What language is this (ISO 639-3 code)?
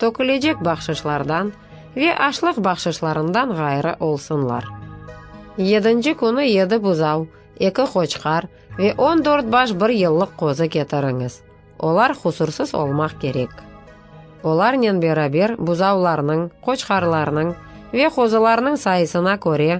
crh